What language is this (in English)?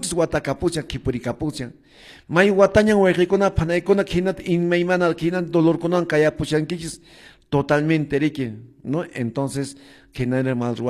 Quechua